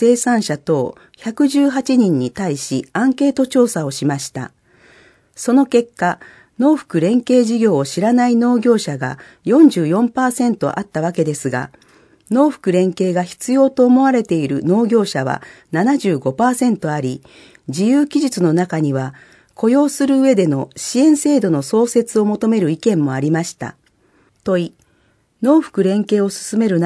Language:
Japanese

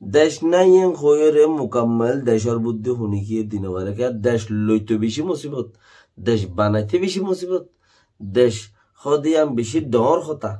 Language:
Rohingya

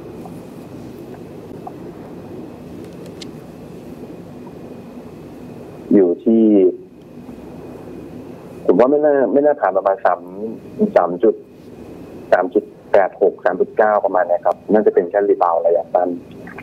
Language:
Thai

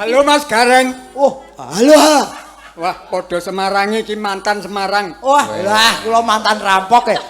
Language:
Javanese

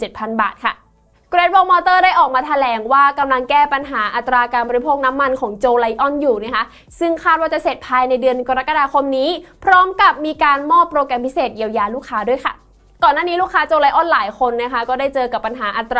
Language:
Thai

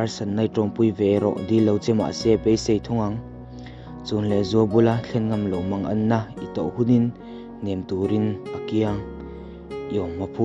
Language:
Mizo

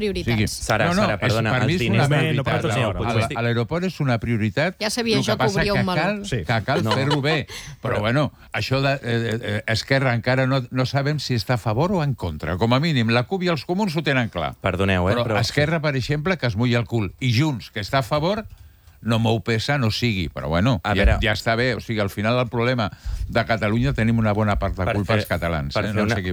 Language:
Catalan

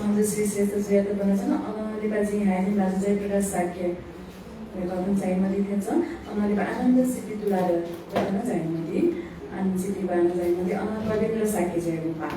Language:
Newari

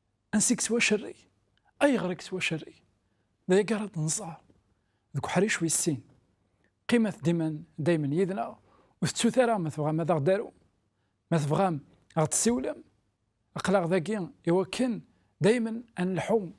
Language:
Kabyle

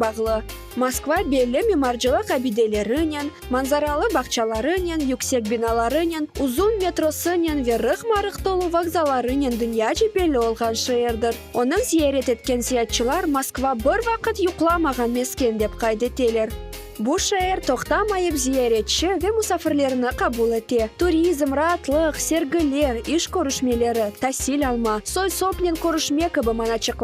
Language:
Crimean Tatar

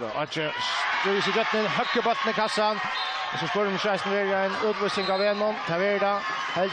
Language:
Faroese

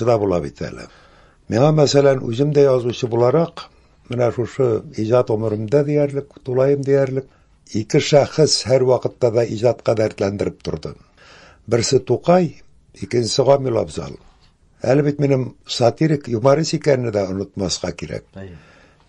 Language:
Tatar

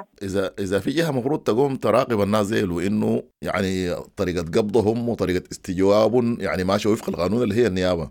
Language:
Sudanese Arabic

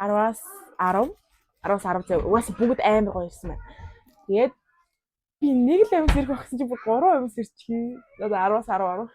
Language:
Mongolian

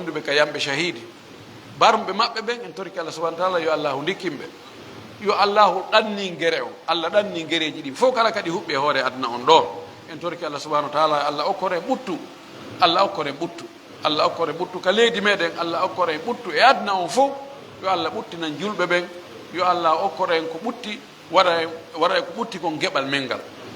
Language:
Fula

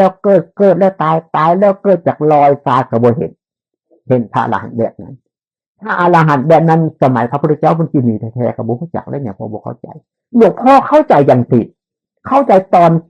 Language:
Northeastern Thai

